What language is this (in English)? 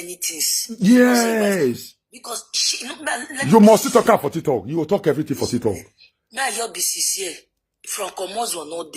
Nigerian Pidgin